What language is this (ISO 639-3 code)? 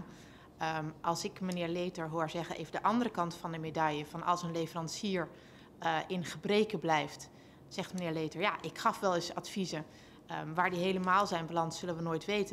nld